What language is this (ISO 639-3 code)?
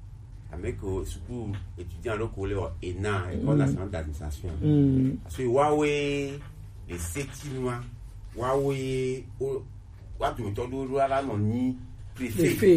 gej